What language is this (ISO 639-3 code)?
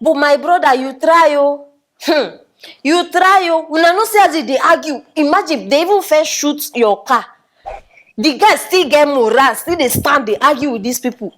pcm